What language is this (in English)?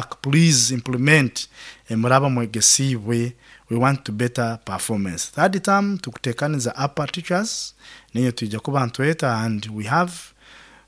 Nyoro